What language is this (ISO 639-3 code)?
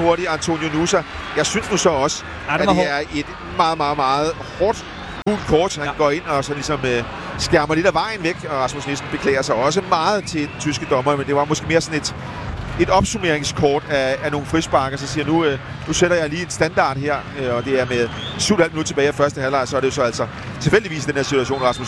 dan